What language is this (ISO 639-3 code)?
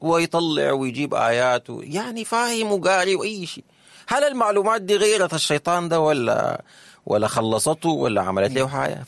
apd